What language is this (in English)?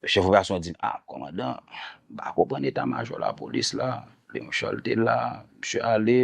Haitian Creole